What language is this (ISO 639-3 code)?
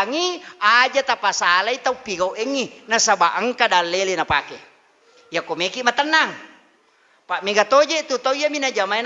bug